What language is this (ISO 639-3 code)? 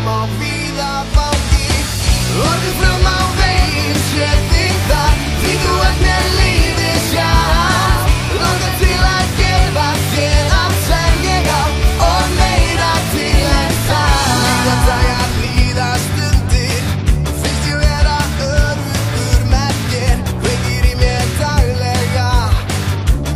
isl